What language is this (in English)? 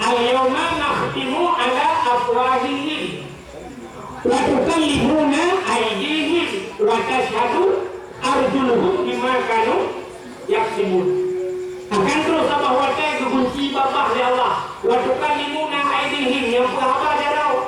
Achinese